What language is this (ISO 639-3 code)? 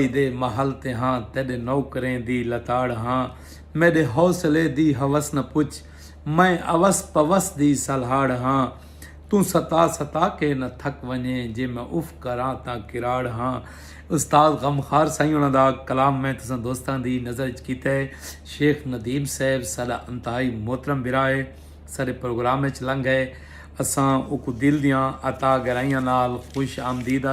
skr